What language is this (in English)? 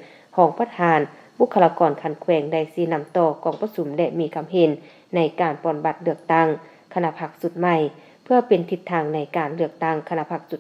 Lao